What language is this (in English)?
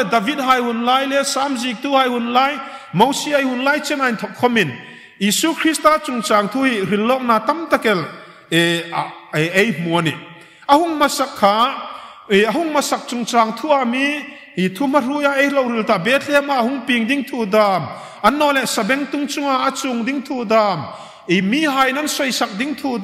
Hmar